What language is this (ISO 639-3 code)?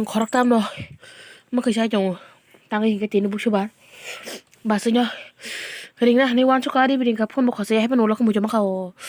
trp